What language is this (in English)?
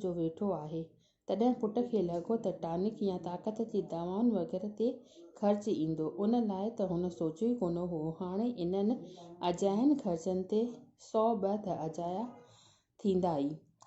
Sindhi